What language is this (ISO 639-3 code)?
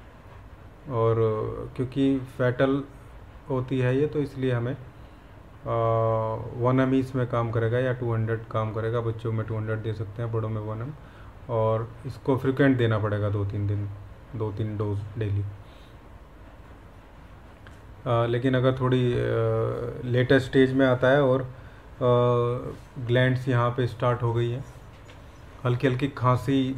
hin